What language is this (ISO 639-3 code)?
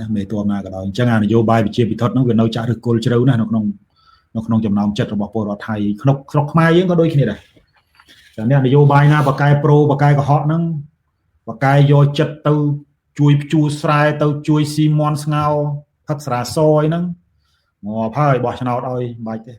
khm